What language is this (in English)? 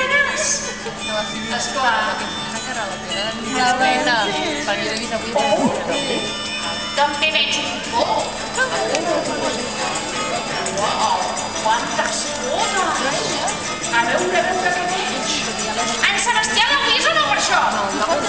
Catalan